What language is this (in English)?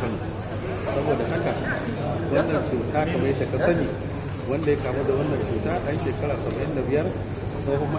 Hausa